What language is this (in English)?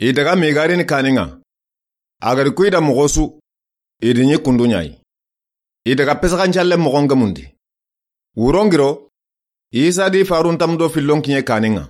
Soninke